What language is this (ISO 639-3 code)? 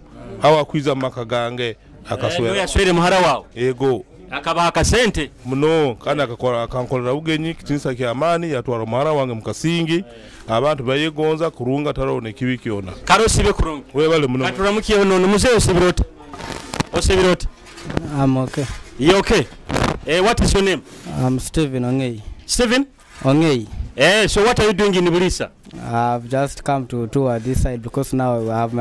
nyo